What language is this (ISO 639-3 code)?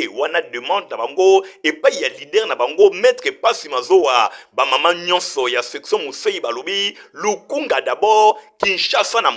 lin